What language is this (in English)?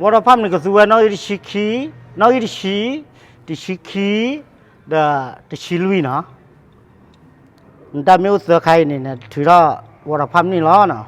S'gaw Karen